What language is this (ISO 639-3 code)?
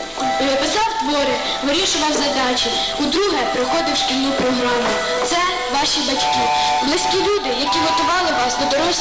ukr